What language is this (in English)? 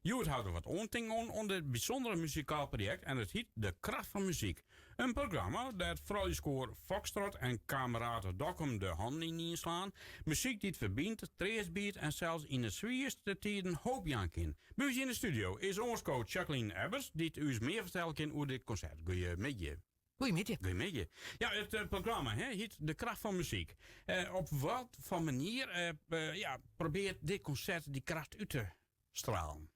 Western Frisian